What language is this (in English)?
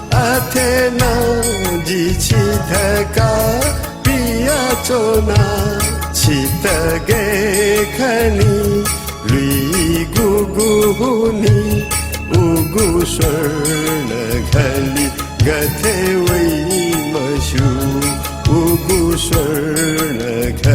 Newari